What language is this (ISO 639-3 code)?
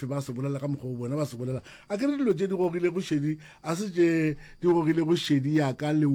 nso